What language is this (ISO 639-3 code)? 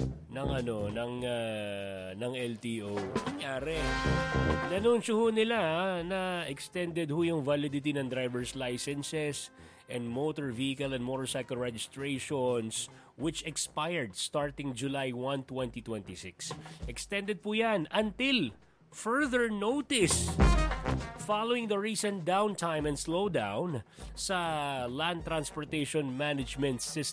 fil